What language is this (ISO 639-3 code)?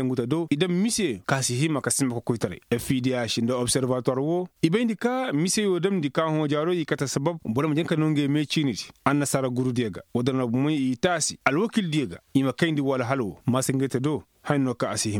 ses